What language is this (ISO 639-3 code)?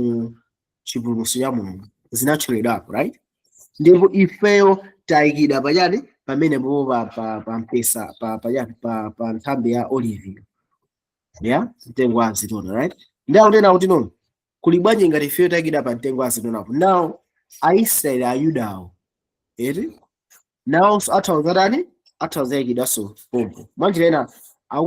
nya